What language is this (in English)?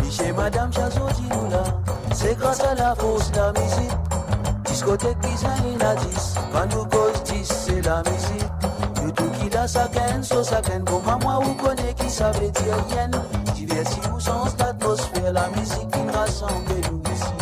Morisyen